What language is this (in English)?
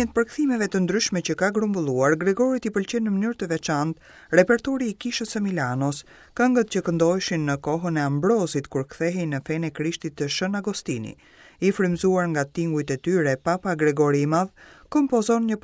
Albanian